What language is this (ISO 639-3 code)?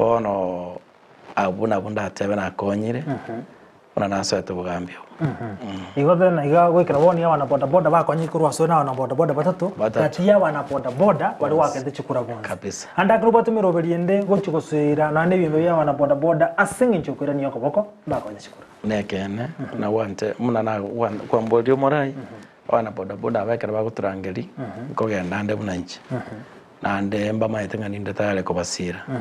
guz